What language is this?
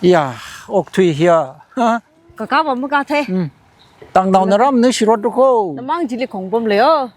Tangkhul Naga (India)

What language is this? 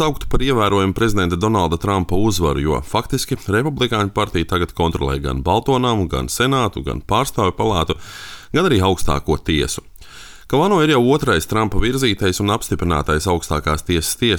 Latvian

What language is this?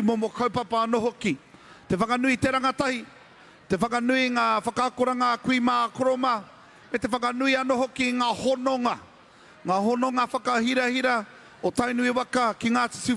Māori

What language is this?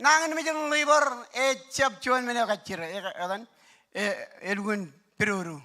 Marshallese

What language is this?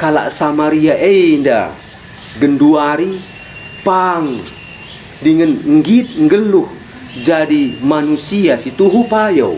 Batak Karo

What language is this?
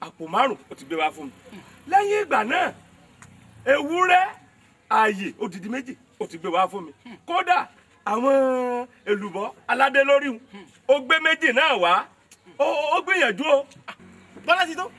Yoruba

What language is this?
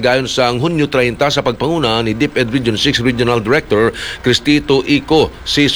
Hiligaynon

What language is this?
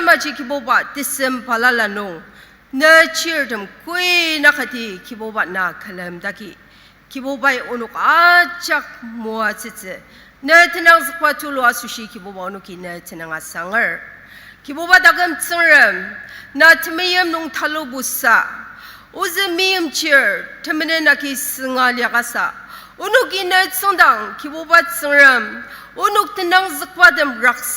Ao Naga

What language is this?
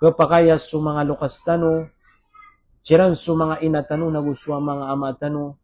Maranao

